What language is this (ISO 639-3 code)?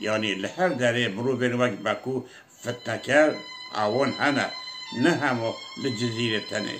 kur